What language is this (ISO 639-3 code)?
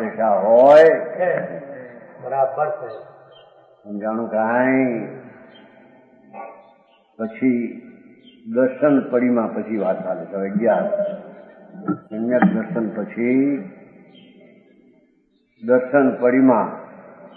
guj